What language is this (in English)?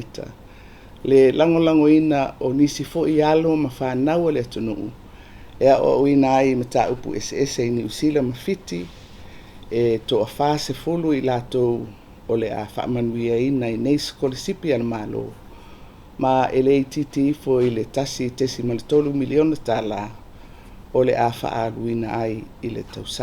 Samoan